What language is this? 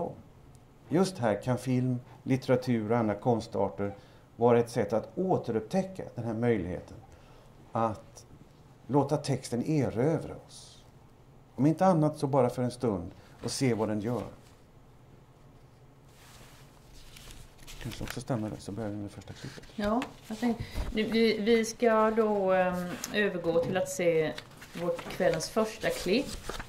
Swedish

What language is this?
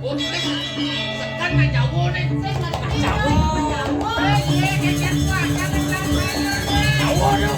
Balinese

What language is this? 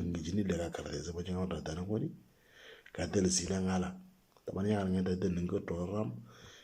Moro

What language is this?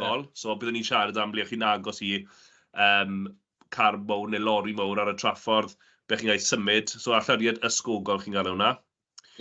Welsh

